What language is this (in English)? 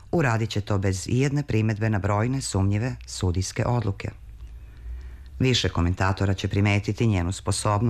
Serbian